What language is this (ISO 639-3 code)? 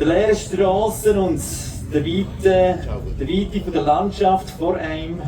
gsw